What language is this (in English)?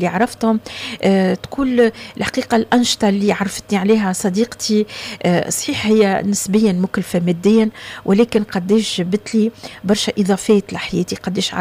Tunisian Arabic